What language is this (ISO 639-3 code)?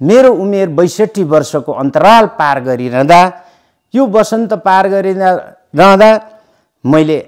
nep